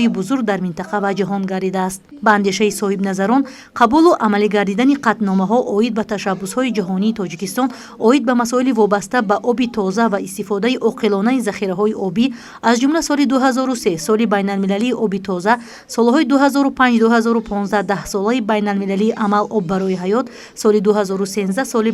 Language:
Tajik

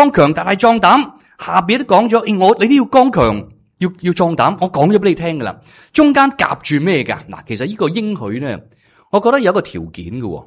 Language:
Cantonese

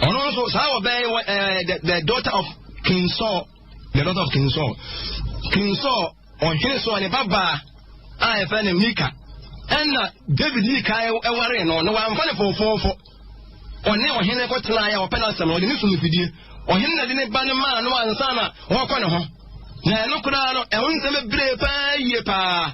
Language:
Akan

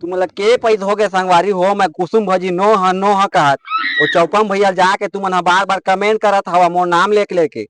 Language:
Chhattisgarhi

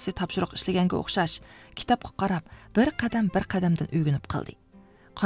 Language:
Uyghur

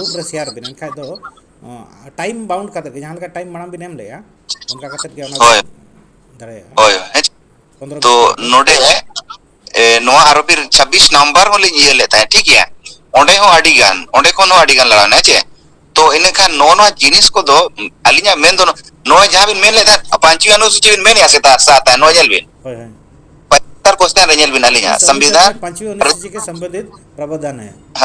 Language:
Santali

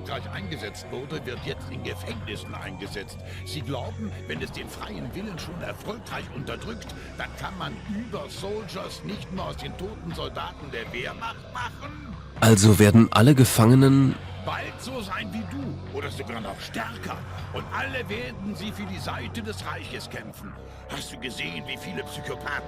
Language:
Bavarian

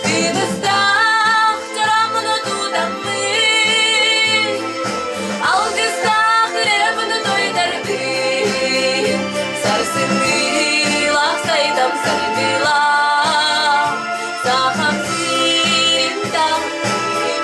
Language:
Yakut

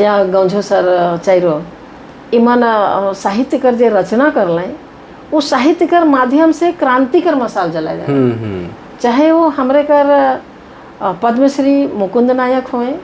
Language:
Sadri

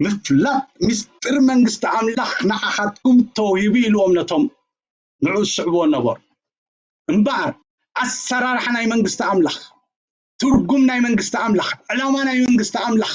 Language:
Tigrinya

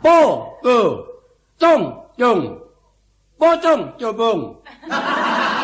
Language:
Javanese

